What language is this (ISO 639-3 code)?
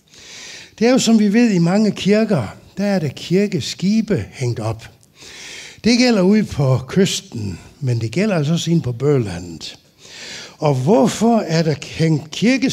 dan